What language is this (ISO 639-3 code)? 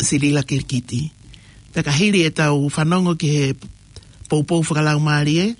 ton